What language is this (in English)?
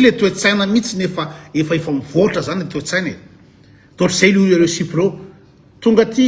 Malagasy